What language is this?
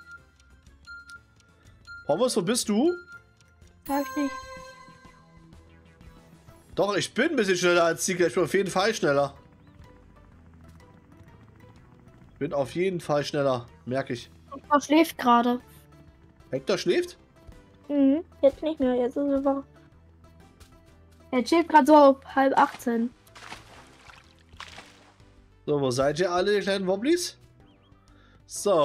German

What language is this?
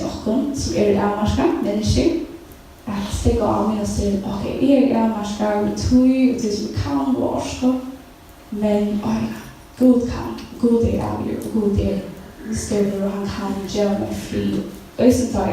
Faroese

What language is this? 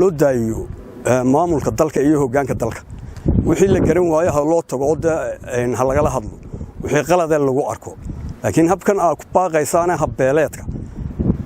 Somali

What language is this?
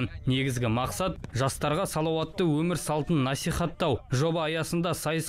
Kazakh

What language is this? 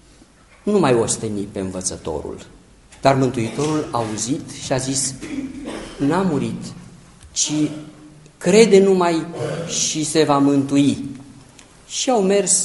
Romanian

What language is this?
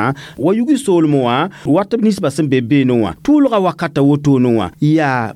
Mossi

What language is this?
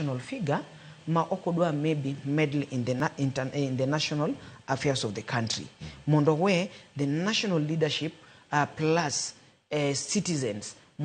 Luo (Kenya and Tanzania)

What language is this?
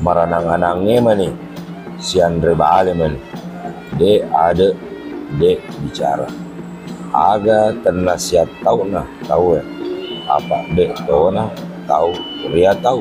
Buginese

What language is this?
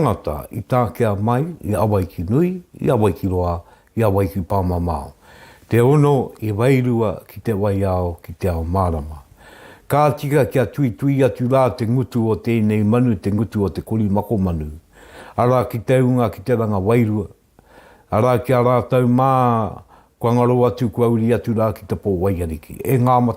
Māori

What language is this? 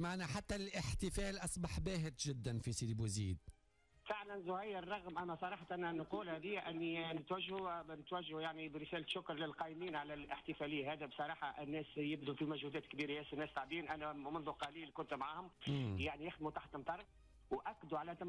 Tunisian Arabic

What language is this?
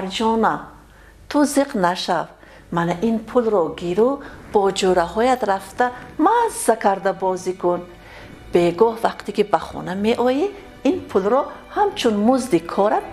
Tajik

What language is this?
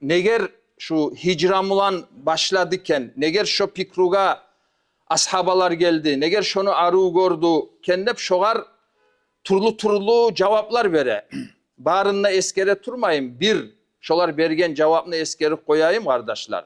Kumyk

